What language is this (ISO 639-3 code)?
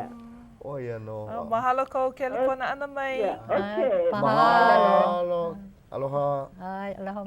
haw